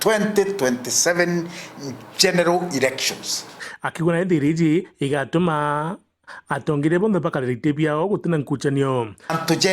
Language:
Meru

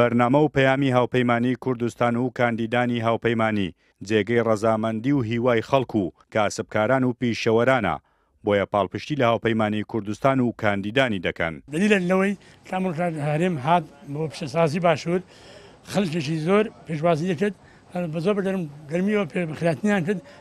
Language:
Central Kurdish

